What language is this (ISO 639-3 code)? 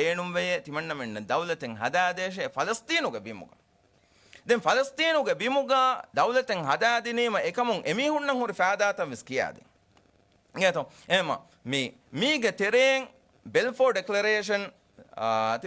div